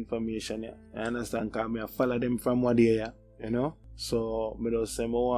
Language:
Jamaican Creole English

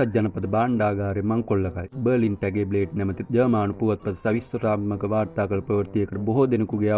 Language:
Sinhala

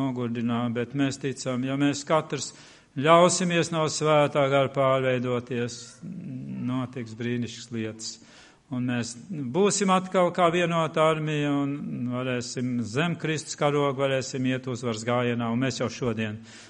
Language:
Latvian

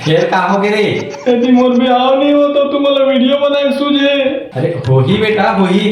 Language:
Chhattisgarhi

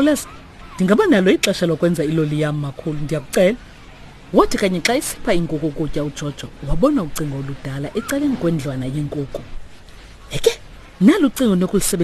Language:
Xhosa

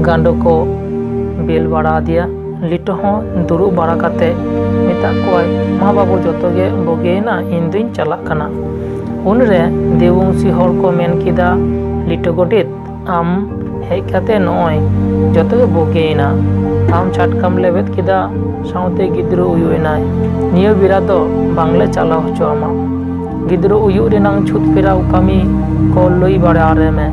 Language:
Santali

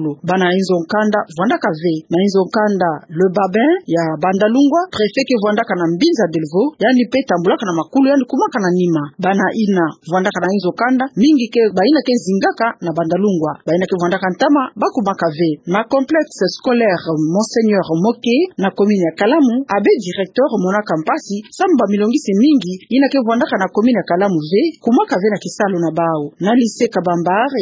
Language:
Kituba (Democratic Republic of Congo)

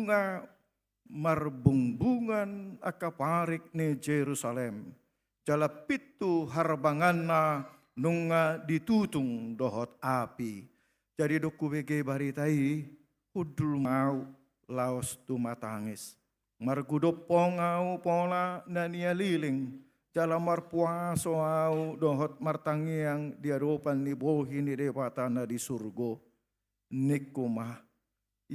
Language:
Batak Toba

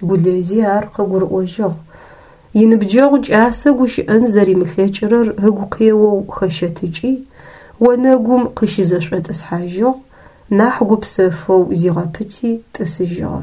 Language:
Adyghe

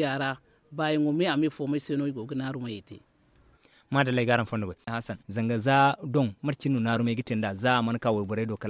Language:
Zarma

